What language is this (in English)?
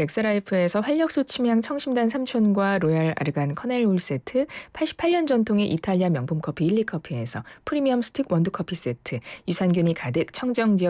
Korean